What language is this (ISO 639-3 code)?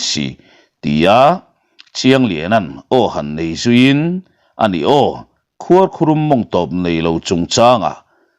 lus